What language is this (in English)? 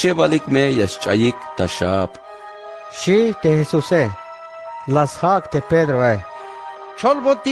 Tzeltal